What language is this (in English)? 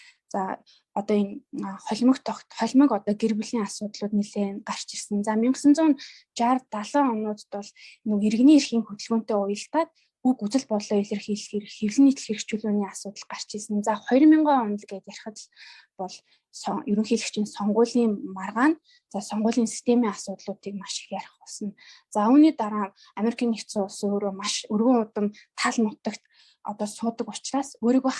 Mongolian